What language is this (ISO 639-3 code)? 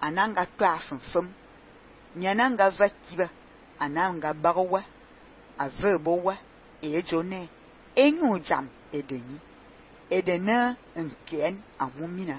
fan